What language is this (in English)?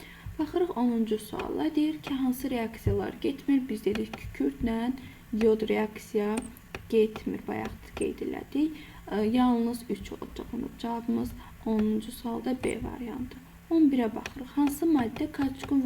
Azerbaijani